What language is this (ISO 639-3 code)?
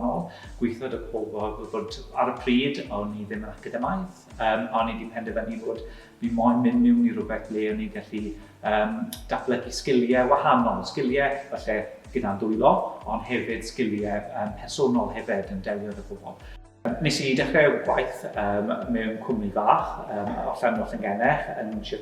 cym